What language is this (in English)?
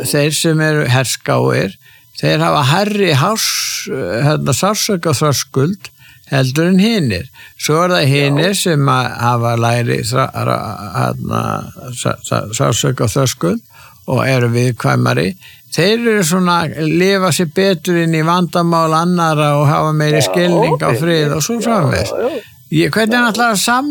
Icelandic